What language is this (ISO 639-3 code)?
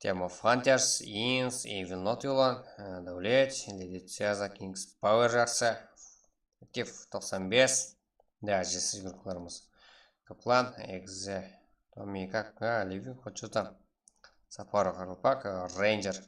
kaa